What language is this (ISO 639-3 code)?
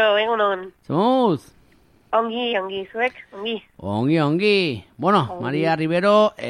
eus